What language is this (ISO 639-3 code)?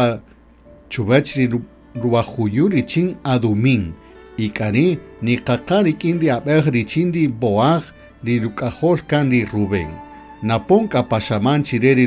cak